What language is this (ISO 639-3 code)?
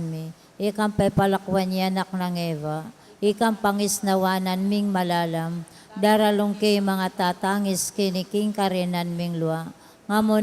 pam